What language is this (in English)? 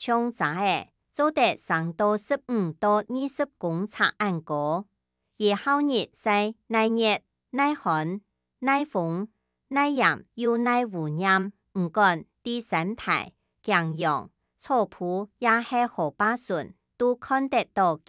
Hakka Chinese